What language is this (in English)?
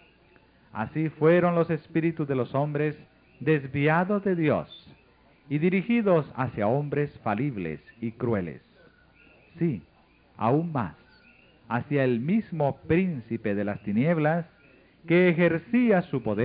Spanish